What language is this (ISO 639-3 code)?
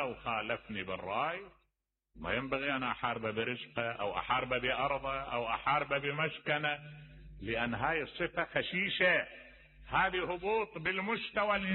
acm